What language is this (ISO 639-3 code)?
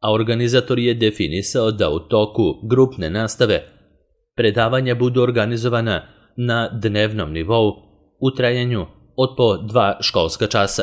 srp